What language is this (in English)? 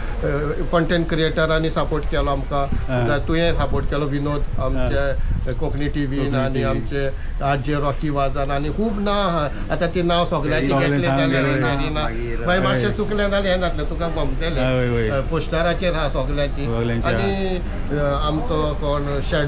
Konkani